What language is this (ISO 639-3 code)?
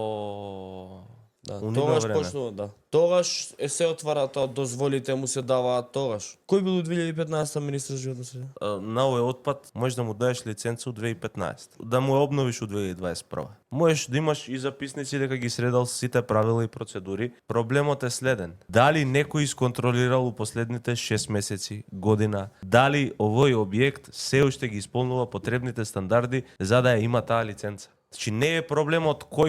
mkd